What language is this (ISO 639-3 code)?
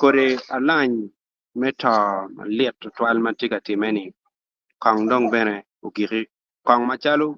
ach